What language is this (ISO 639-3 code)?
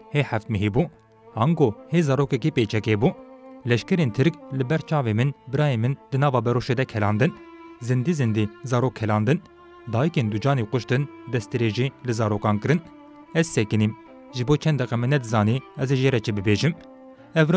kur